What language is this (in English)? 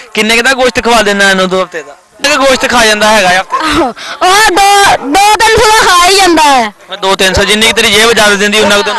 Punjabi